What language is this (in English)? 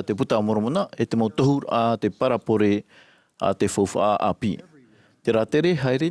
Tahitian